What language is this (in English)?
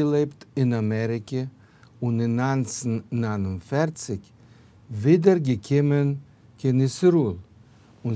Yiddish